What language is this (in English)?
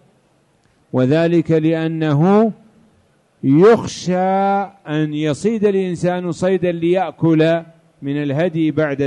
Arabic